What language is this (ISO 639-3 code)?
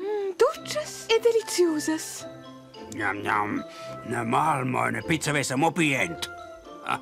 roh